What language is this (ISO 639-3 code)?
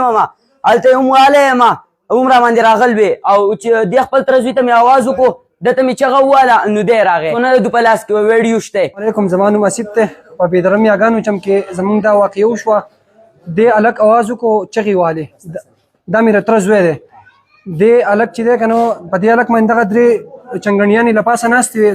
pus